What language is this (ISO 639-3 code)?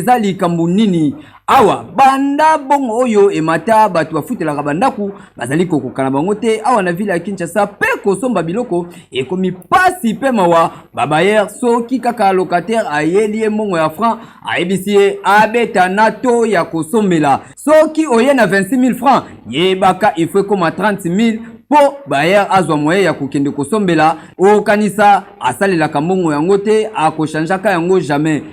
lin